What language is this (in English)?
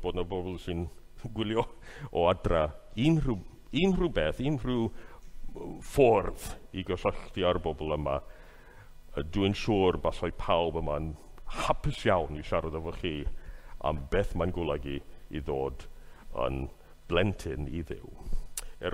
Welsh